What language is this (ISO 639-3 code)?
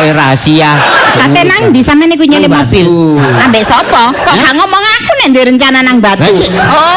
jav